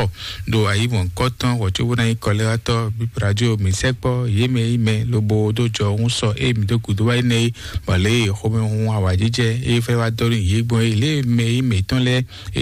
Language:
Fon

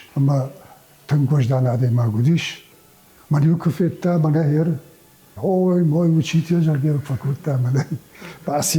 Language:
Ossetic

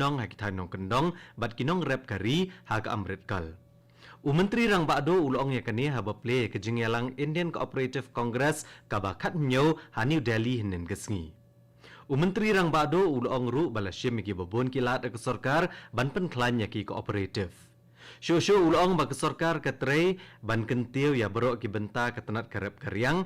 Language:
Khasi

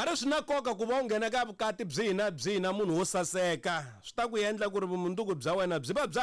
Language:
Tsonga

